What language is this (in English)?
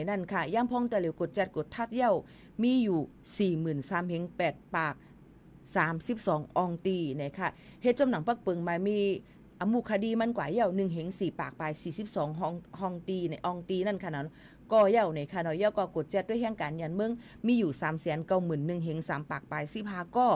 Shan